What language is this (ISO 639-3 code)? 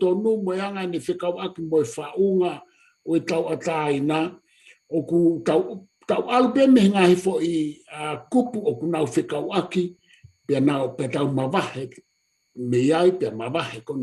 ton